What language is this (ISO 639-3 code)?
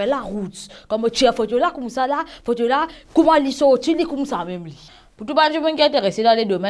mfe